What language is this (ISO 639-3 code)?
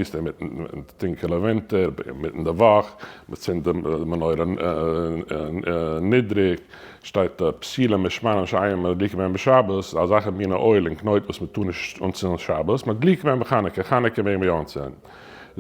yid